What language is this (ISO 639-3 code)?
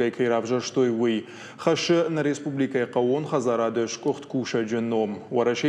oss